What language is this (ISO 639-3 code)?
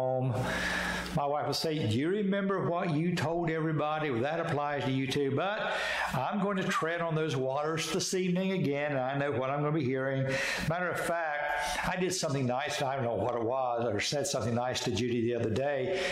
eng